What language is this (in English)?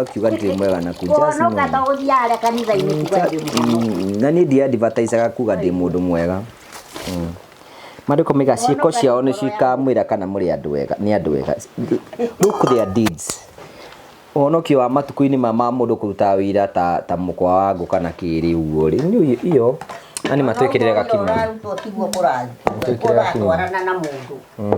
Kikuyu